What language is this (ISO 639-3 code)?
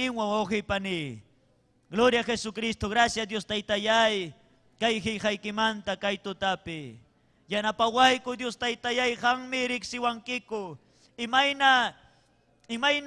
quy